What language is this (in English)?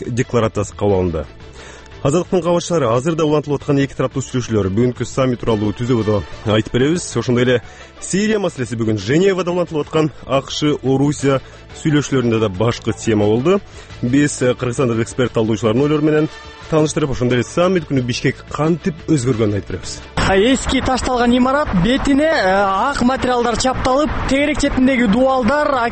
Kyrgyz